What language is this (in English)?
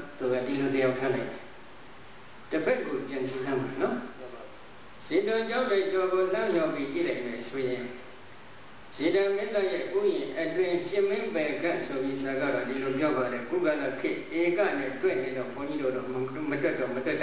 Burmese